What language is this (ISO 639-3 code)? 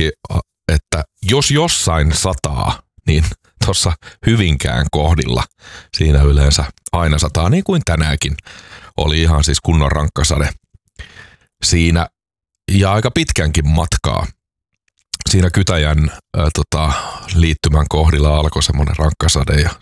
fin